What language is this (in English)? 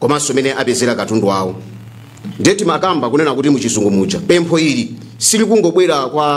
Nyanja